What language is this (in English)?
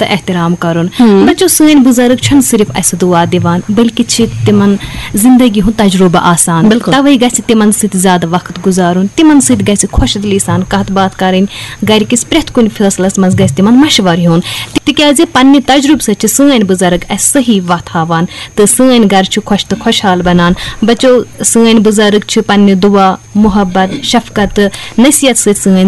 Kashmiri